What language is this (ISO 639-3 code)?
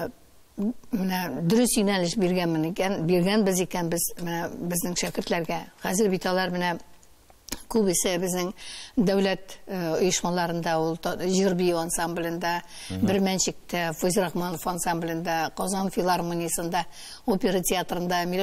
tat